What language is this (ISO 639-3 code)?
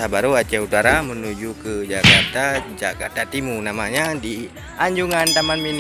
ace